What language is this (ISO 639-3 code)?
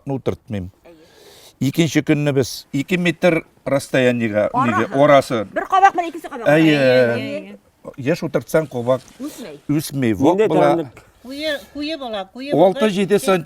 bak